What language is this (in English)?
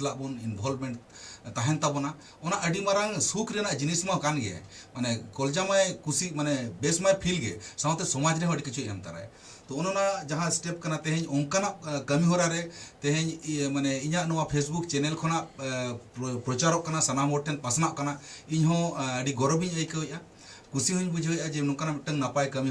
Santali